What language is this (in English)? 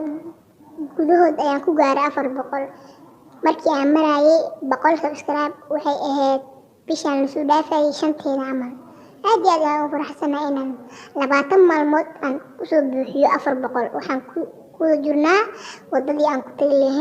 Somali